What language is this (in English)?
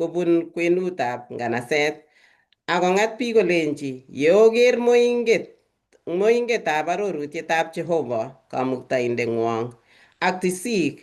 Kalenjin